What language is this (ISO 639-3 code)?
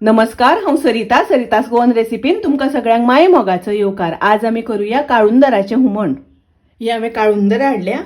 kok